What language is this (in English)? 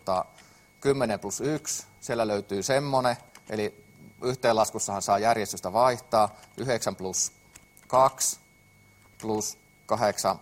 Finnish